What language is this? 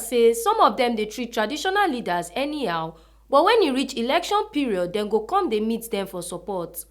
Nigerian Pidgin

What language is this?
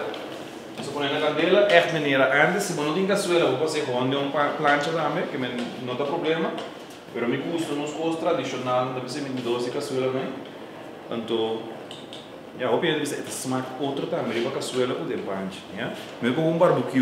Papiamento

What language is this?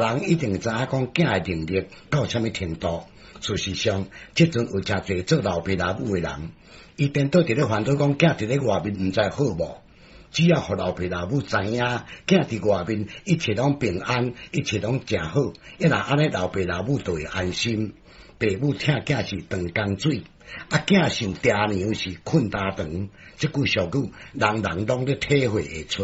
Min Nan Chinese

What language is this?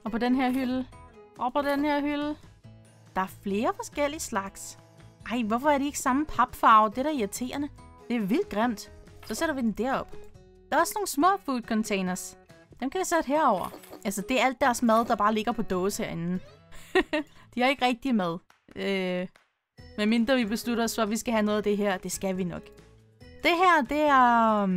Danish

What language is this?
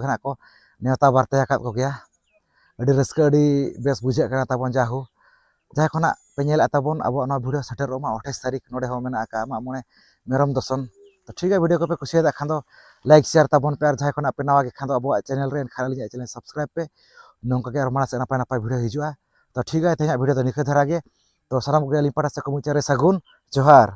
Santali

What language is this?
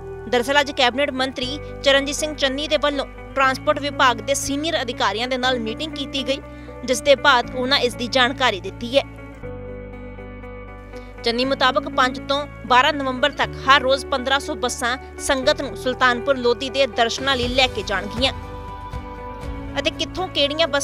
Punjabi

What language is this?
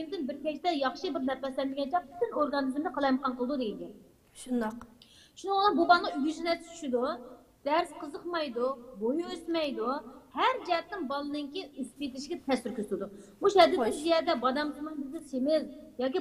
Uyghur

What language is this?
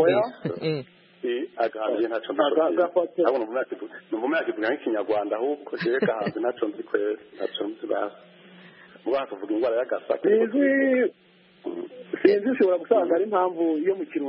Kinyarwanda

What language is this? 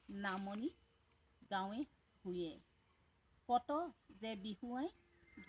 Assamese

